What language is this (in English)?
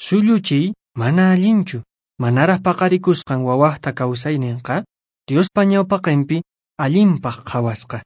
Quechua